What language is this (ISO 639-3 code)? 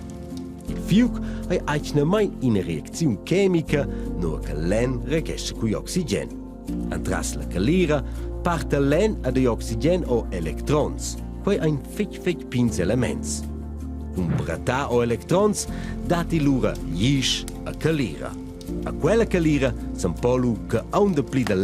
roh